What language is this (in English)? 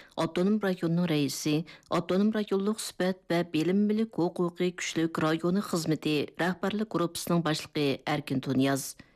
Uyghur